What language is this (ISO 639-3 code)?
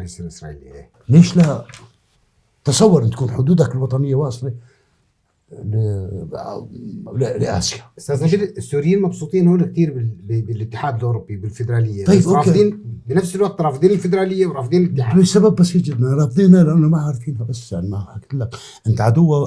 apc